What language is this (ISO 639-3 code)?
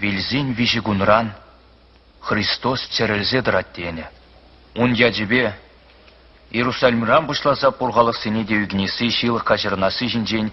chv